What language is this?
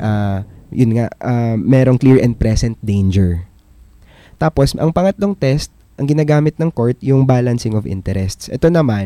Filipino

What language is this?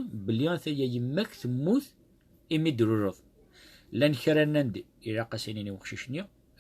Kabyle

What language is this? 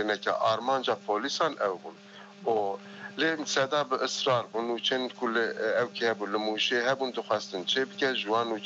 Kurdish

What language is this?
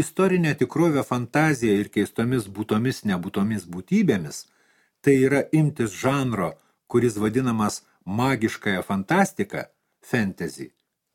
Lithuanian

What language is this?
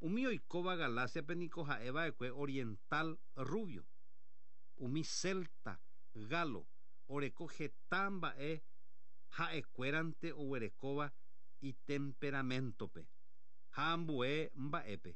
Guarani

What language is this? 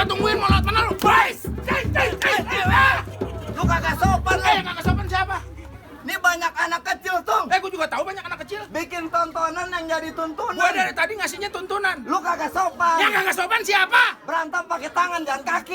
Betawi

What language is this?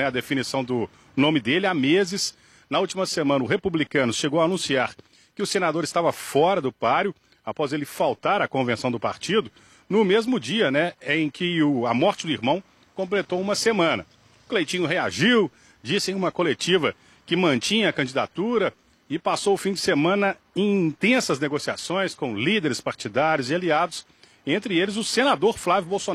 Portuguese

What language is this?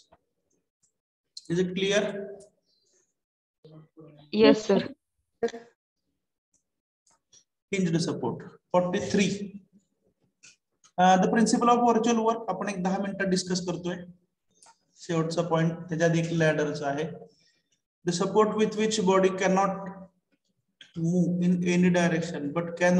Marathi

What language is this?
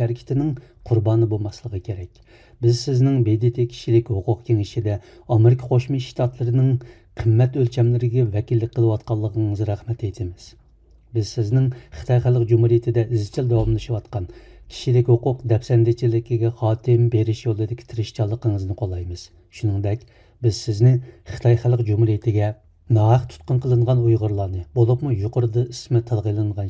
Uyghur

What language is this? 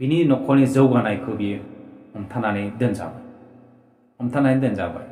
Bodo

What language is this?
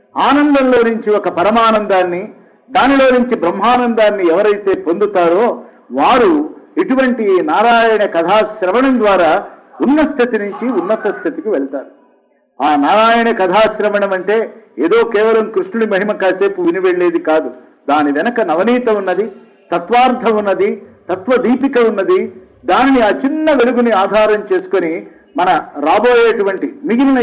Telugu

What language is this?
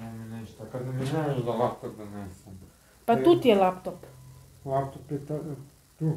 Croatian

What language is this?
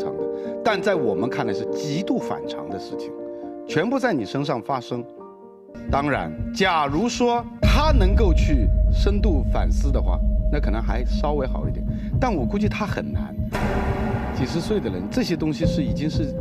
Chinese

